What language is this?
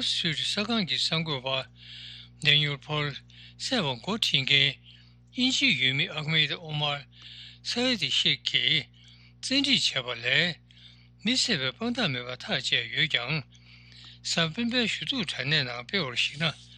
Tibetan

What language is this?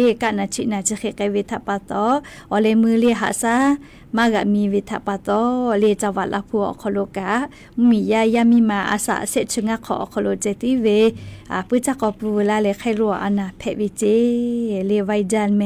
Lahu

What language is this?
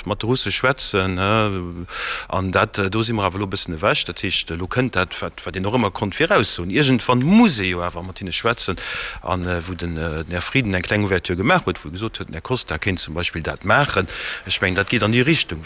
Luxembourgish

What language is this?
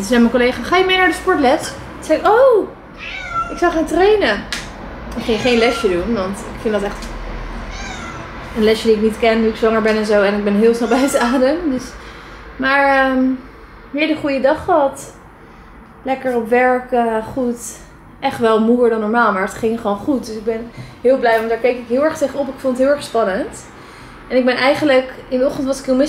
Dutch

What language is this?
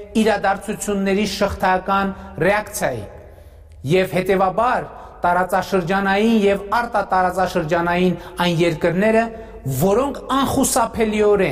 Armenian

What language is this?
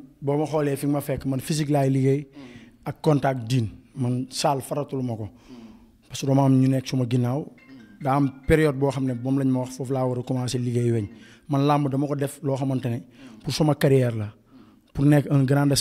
Wolof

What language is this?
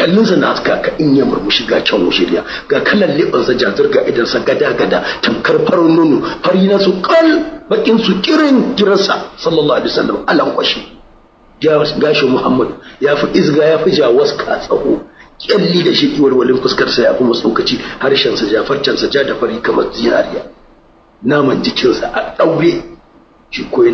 Hausa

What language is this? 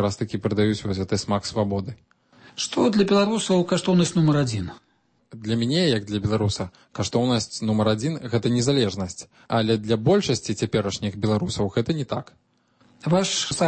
Belarusian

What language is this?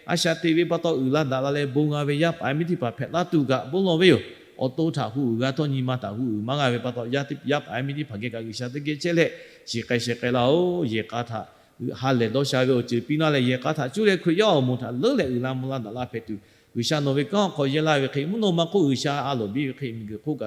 Lahu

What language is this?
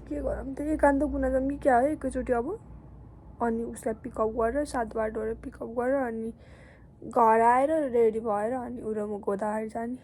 Nepali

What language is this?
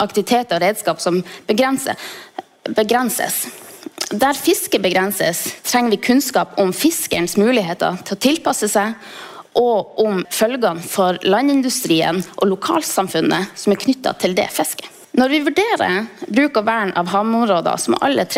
Norwegian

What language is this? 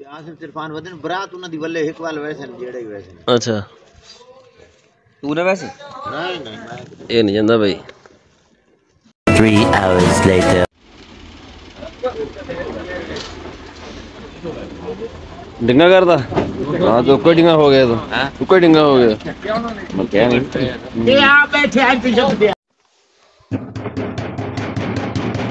Punjabi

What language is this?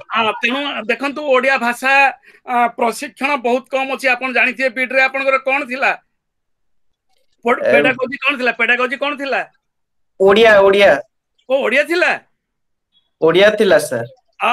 Odia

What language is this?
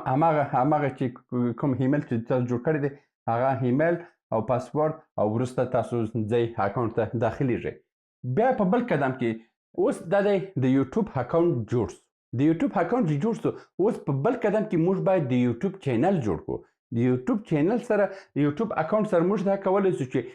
Pashto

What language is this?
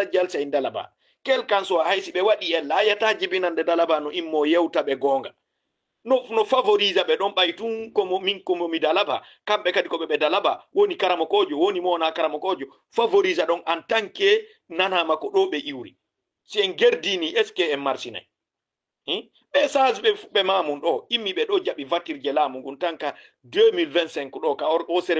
Fula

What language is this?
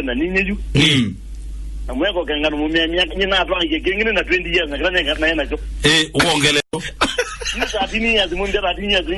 Kamba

